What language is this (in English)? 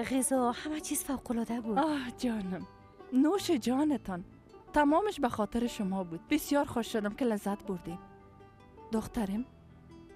Persian